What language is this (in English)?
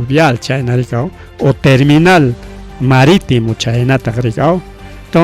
Ayacucho Quechua